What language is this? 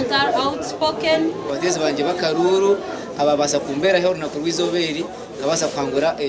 Nyankole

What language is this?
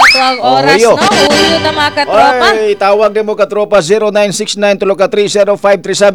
Cebuano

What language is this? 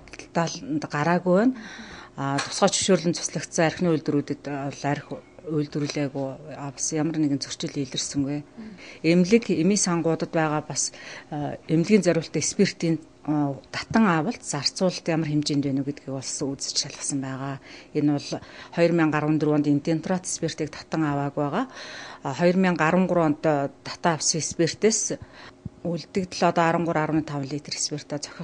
Mongolian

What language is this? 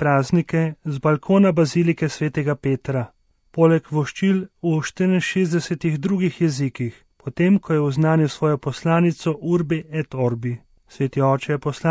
Slovenian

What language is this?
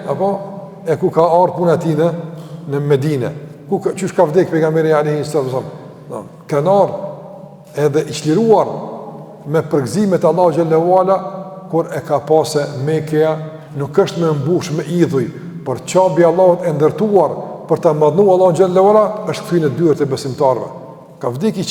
Albanian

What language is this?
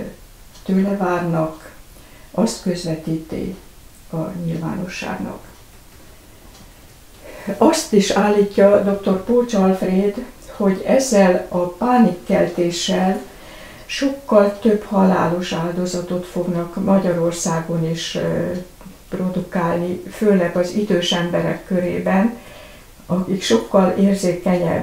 Hungarian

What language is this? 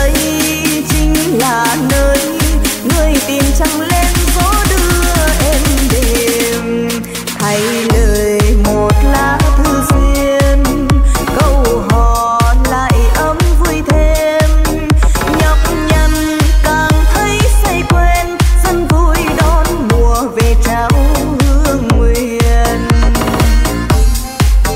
Vietnamese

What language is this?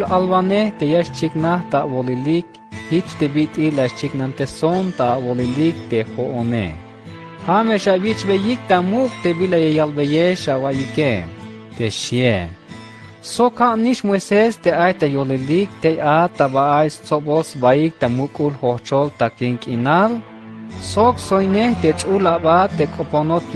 Tzeltal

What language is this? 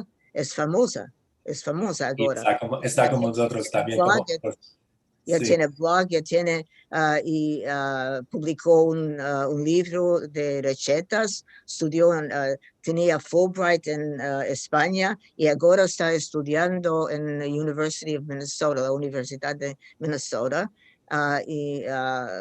Ladino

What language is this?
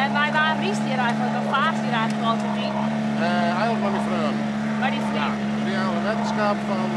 Western Frisian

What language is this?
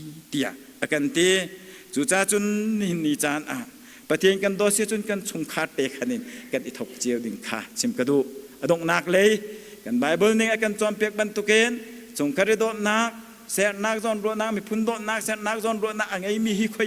Hakha Chin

